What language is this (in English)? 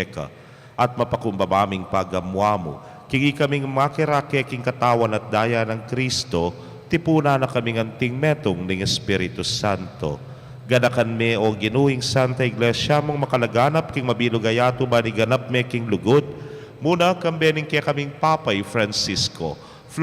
Pampanga